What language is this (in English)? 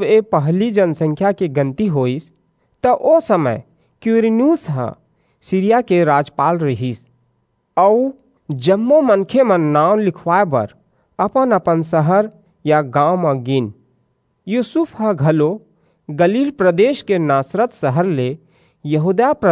Chhattisgarhi